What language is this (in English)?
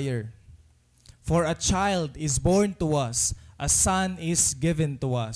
Waray